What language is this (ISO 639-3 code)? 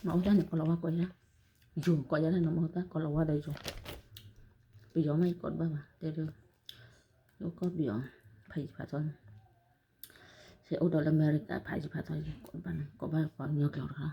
ksw